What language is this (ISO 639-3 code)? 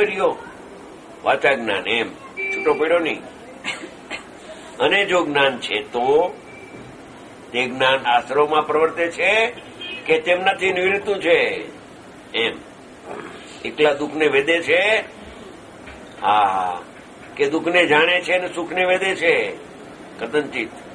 guj